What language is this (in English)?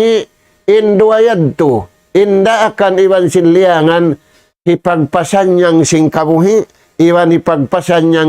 Tausug